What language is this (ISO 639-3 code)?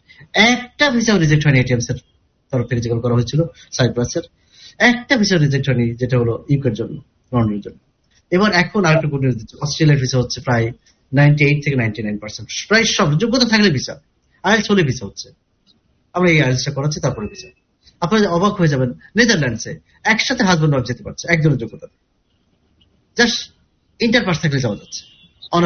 ben